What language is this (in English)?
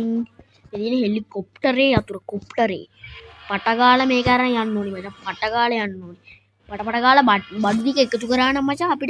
Sinhala